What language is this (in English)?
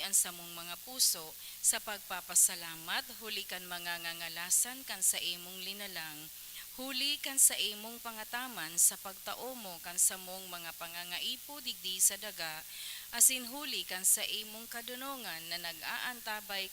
Bikol